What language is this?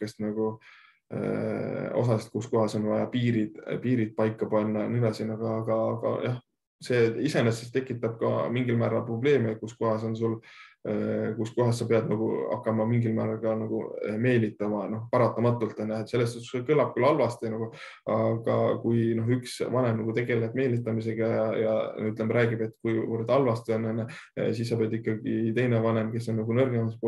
Estonian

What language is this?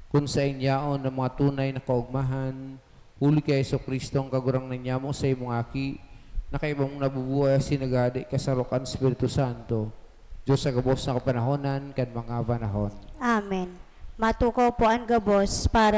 Bikol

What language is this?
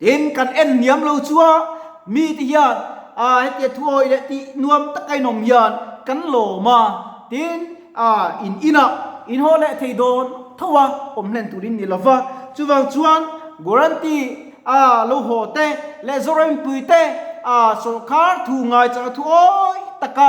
Mizo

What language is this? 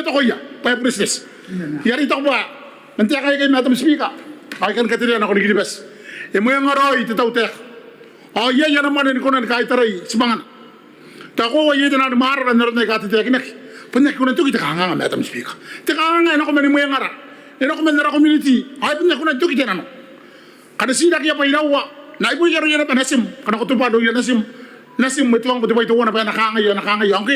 Gilbertese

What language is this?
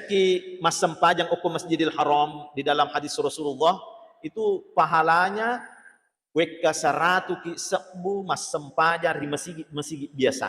Buginese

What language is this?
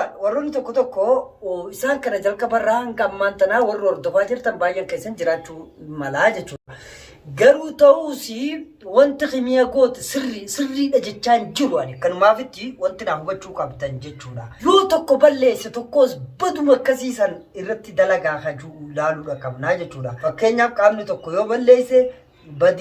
Oromo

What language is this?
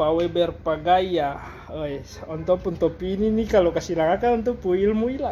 Ambonese Malay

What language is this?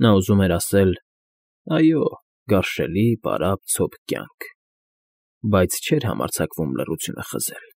Armenian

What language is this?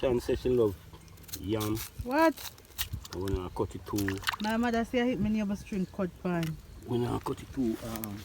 Jamaican Creole English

